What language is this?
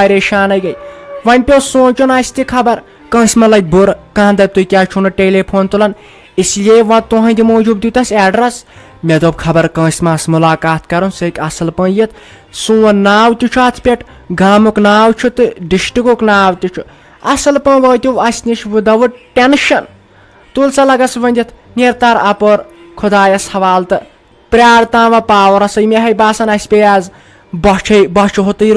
Kashmiri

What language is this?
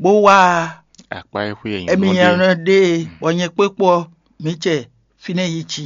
Fon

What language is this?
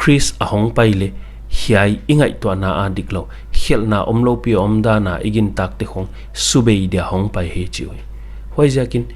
Paite Chin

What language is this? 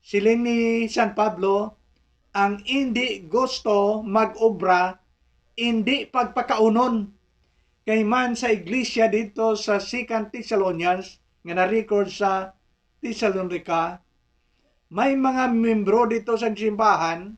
Hiligaynon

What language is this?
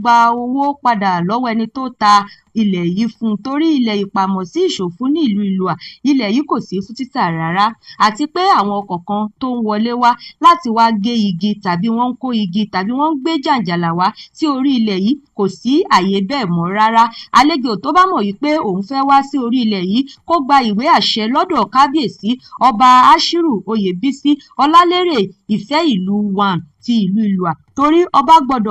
Yoruba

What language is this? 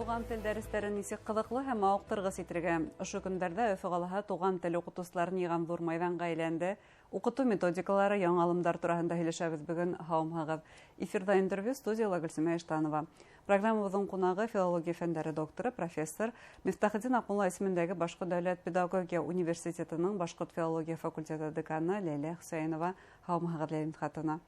Bashkir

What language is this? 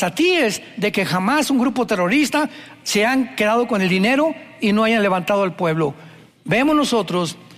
Spanish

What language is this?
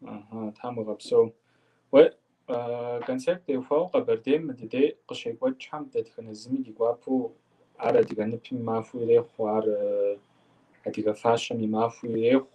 Kabardian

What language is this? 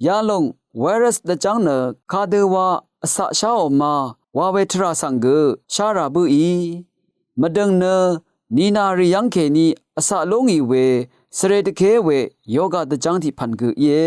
Rawang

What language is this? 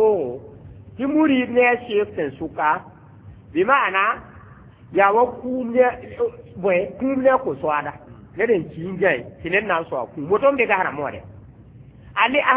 Mossi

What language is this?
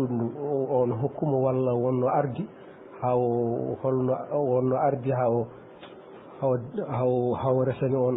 Fula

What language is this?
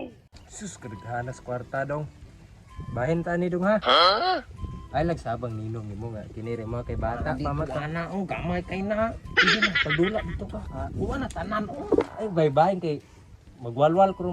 Cebuano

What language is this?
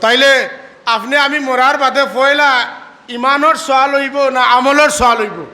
Sylheti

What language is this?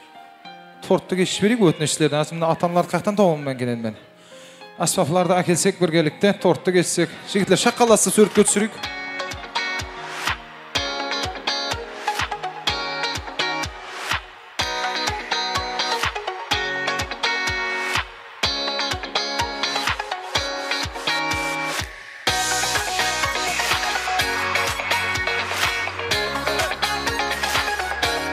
Kara-Kalpak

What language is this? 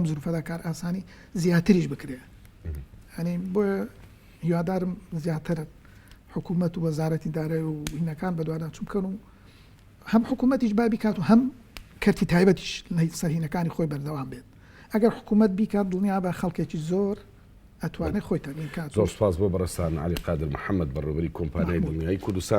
Central Kurdish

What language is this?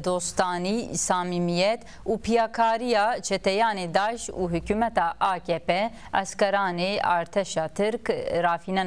Zaza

